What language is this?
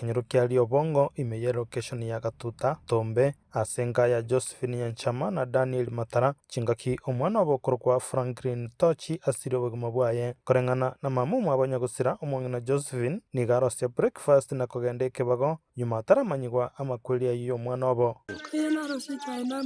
Gusii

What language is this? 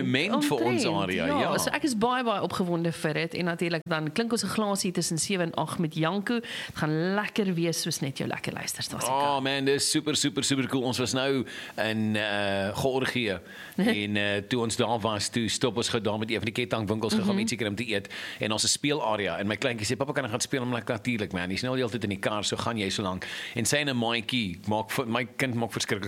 Afrikaans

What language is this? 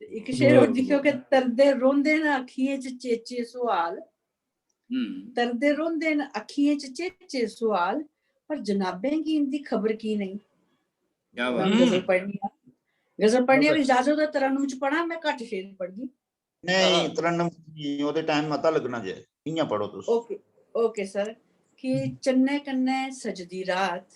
Dogri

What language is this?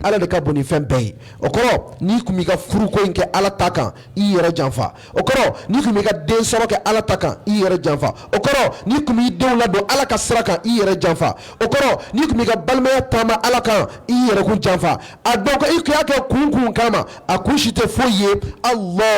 Bambara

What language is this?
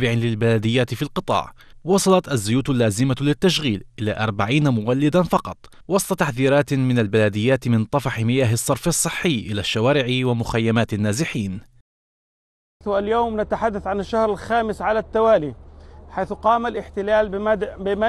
Arabic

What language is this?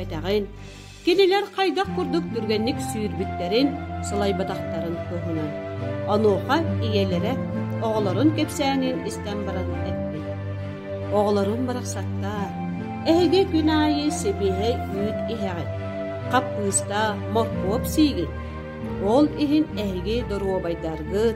Yakut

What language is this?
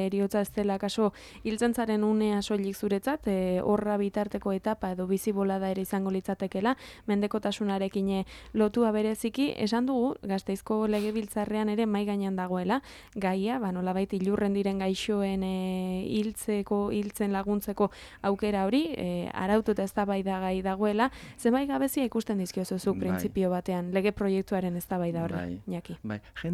Basque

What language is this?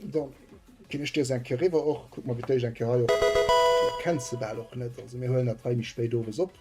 Luxembourgish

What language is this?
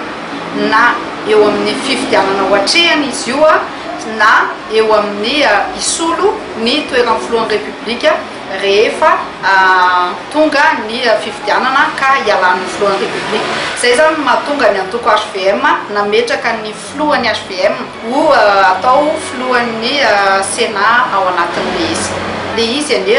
Malagasy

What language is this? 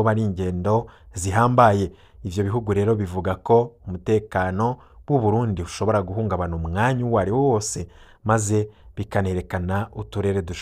Rundi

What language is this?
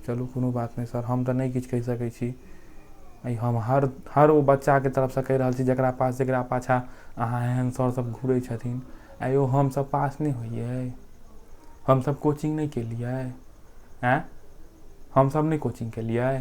Maithili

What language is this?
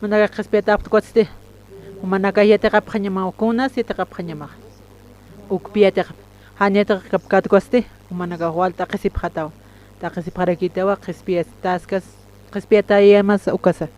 Aymara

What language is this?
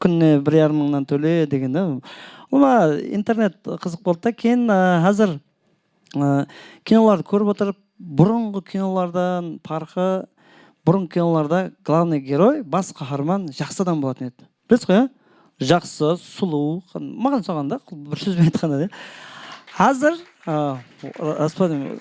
Kara-Kalpak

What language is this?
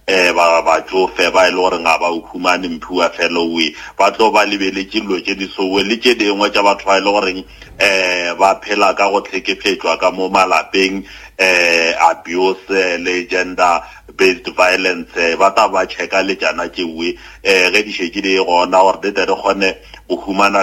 Northern Sotho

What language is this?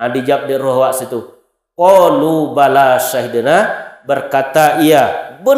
Minangkabau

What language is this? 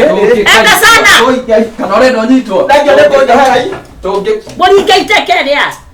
Kikuyu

